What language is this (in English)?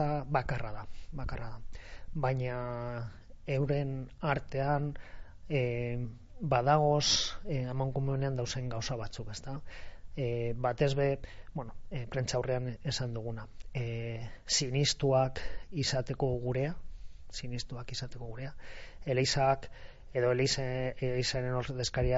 Basque